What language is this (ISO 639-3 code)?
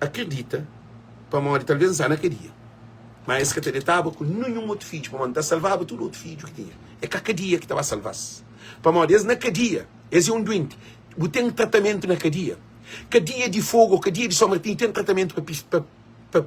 kea